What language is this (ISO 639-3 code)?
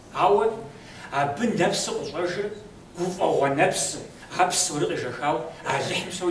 kbd